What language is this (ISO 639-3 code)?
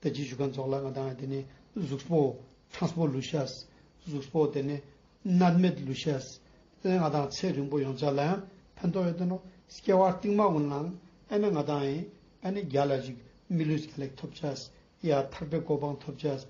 lbj